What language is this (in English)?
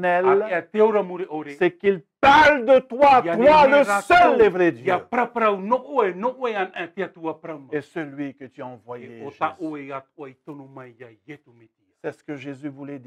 Tahitian